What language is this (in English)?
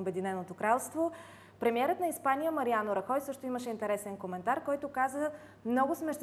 Bulgarian